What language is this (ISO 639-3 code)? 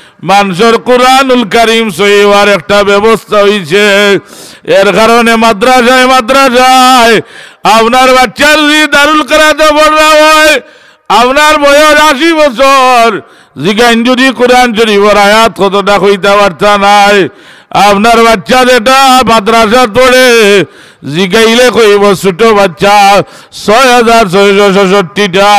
syl